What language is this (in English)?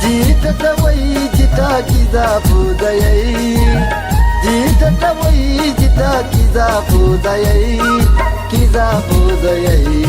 Newari